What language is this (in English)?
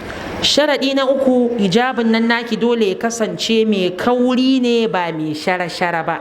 Hausa